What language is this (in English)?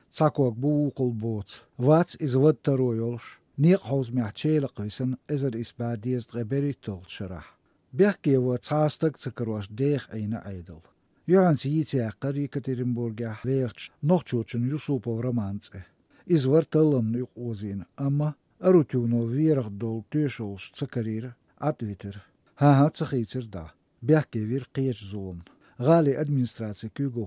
Chechen